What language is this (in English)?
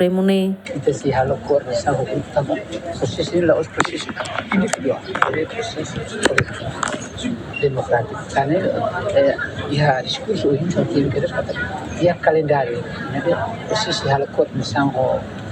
Tetum